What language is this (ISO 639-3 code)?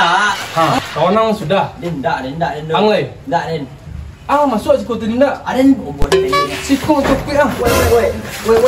min